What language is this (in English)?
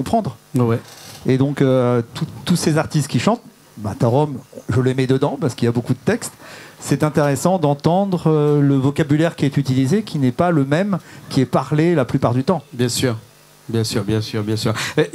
Réunion Creole French